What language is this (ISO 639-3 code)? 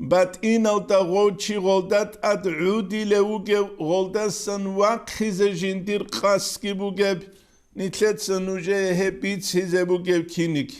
ava